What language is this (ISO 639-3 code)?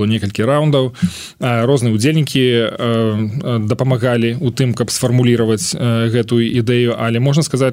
bel